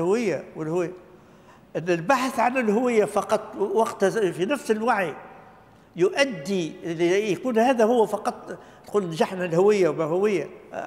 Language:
Tunisian Arabic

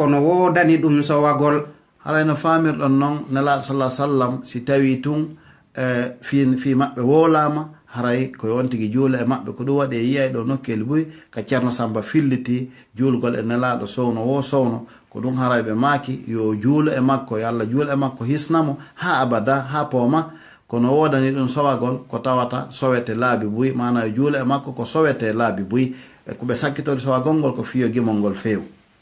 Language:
Fula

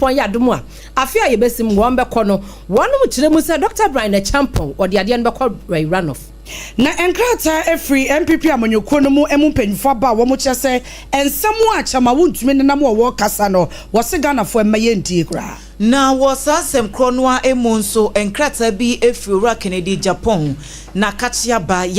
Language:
Akan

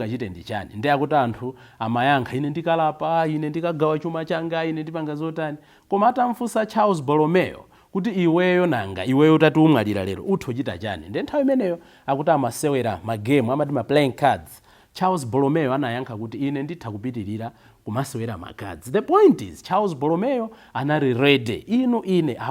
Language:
Nyanja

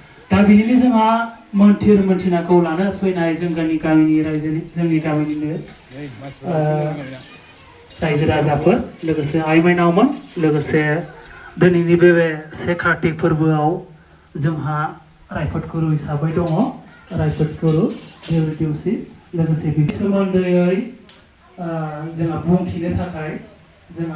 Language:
Bodo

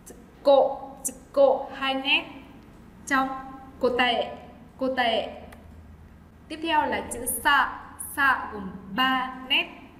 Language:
Vietnamese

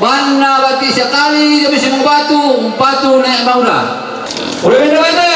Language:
Toraja-Sa'dan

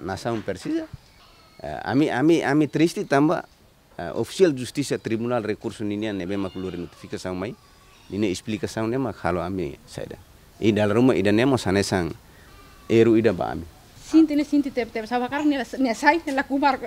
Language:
Tetum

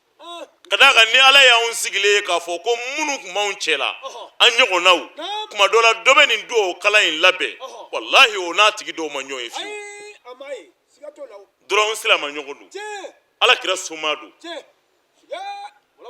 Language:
Bambara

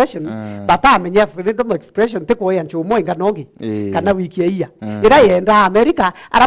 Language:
Meru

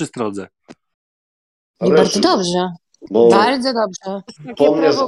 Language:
Polish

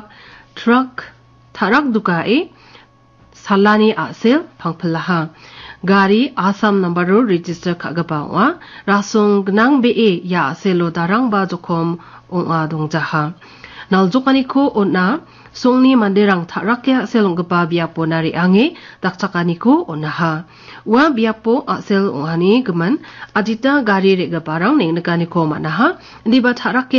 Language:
Garo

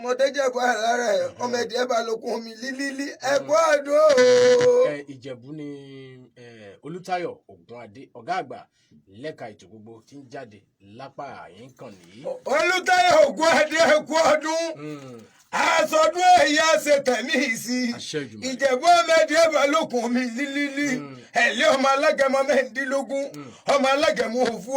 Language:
Yoruba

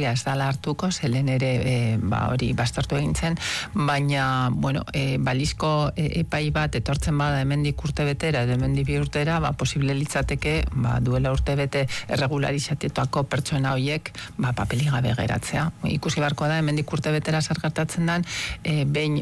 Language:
Basque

